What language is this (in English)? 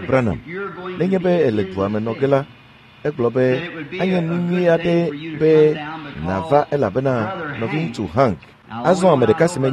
Ewe